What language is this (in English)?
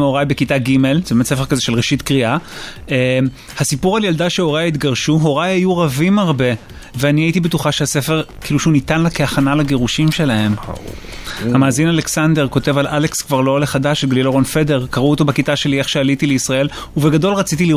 Hebrew